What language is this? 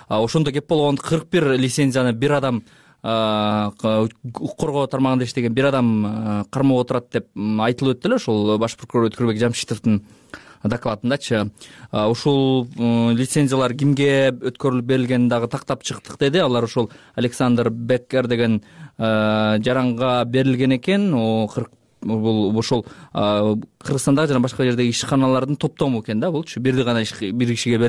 Kyrgyz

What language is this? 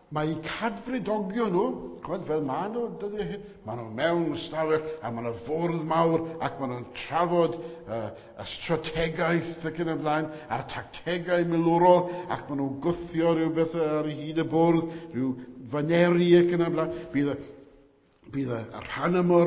Welsh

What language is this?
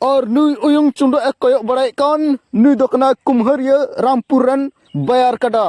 Santali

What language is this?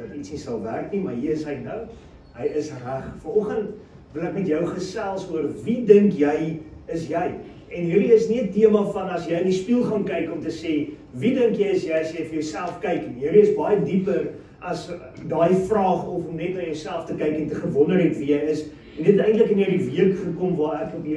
Afrikaans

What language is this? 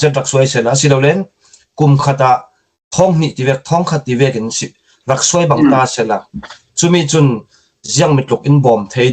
Falam Chin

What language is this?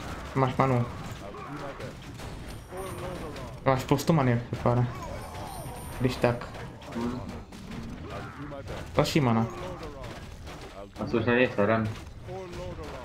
Czech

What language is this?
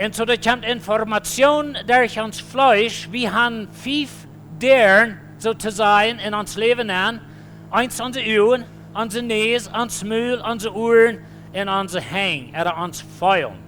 Plautdietsch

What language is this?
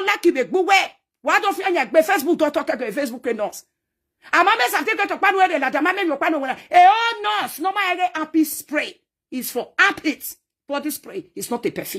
Nigerian Pidgin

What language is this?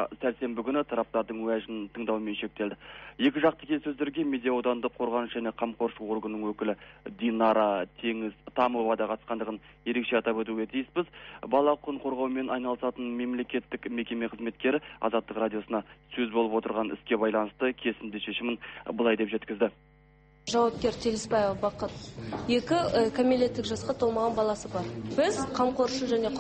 Kazakh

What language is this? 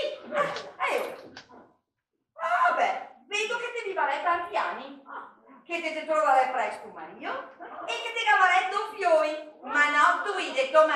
Venetian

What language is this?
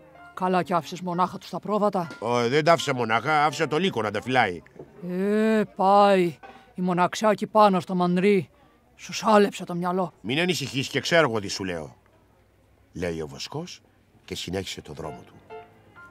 Greek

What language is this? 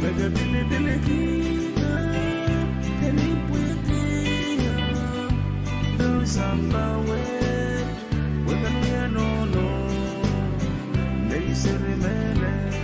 Pohnpeian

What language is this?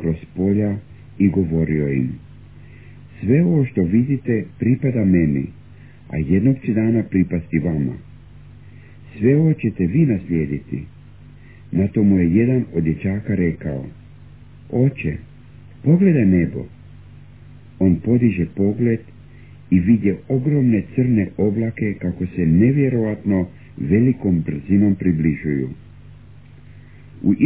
Croatian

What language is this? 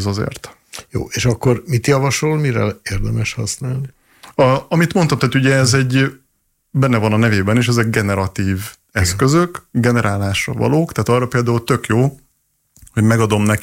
Hungarian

